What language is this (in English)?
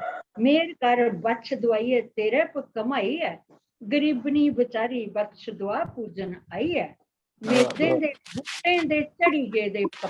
Dogri